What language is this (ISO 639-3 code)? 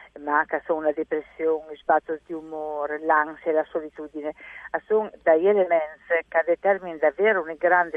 fur